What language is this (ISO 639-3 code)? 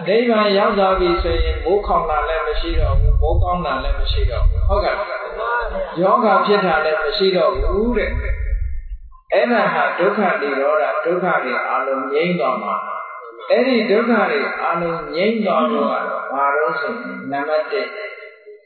mya